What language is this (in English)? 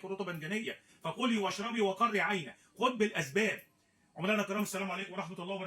Egyptian Arabic